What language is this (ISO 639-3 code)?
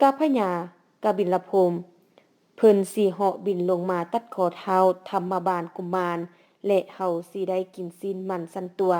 lao